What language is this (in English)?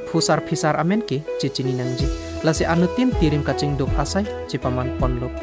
Karbi